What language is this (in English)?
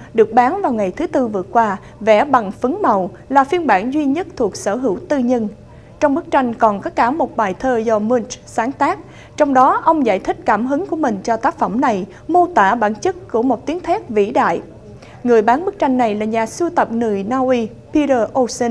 Vietnamese